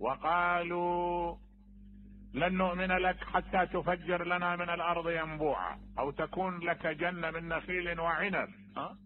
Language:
Mesopotamian Arabic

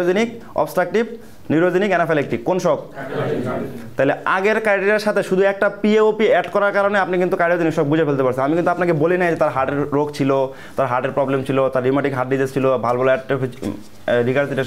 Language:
Bangla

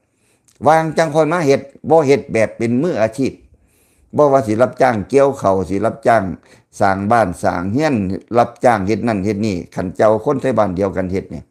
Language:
Lao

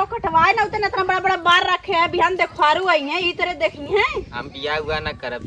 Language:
Awadhi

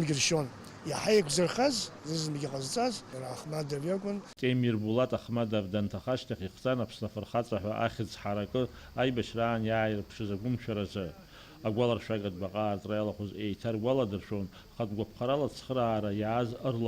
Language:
Abkhazian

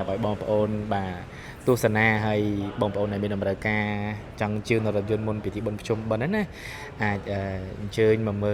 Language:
Khmer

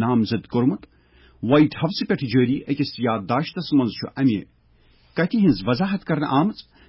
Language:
Kashmiri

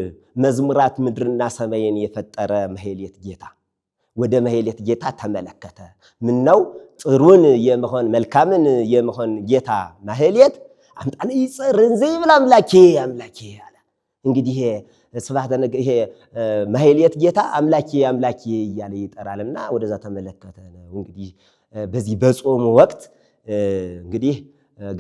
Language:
Amharic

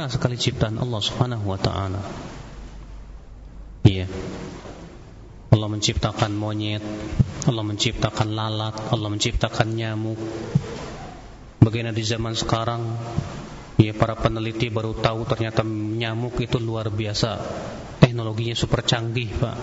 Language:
Indonesian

